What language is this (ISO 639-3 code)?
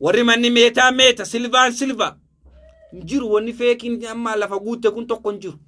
orm